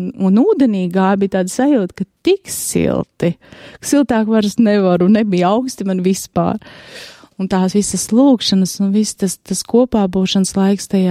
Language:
Latvian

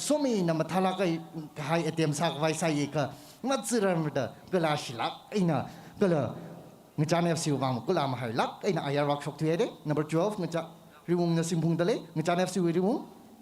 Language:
Tangkhul Naga (India)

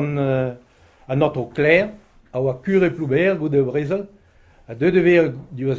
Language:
Breton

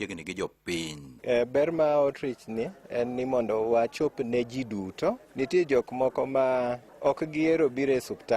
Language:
Luo (Kenya and Tanzania)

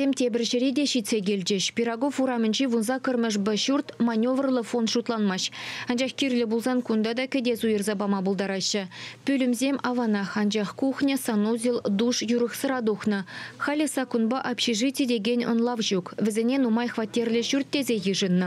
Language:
Chuvash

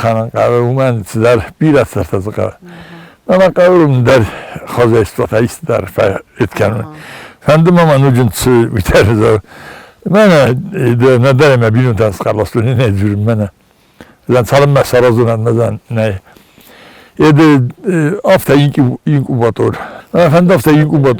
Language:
Ossetic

